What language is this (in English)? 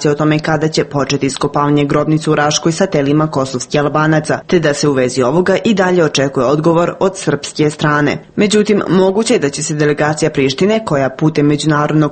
Serbian